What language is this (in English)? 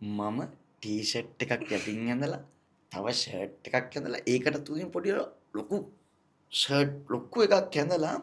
Sinhala